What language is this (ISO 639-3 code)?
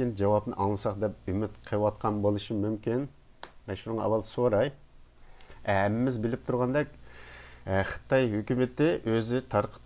uig